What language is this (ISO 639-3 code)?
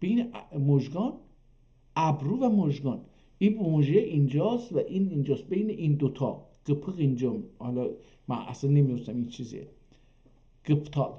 azb